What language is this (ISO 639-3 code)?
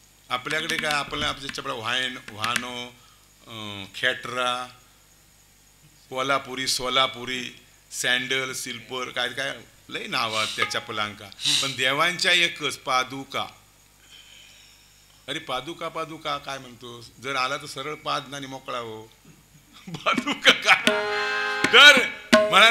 mar